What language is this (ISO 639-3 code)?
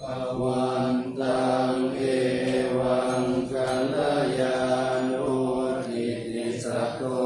pli